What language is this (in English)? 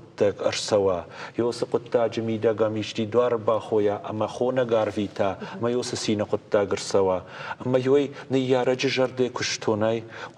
Ossetic